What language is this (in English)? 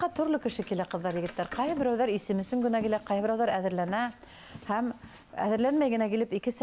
Bashkir